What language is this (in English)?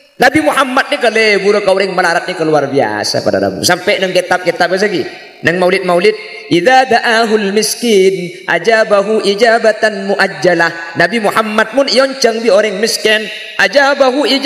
Madurese